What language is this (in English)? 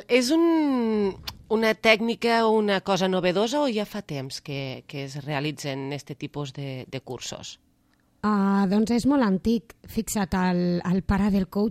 Catalan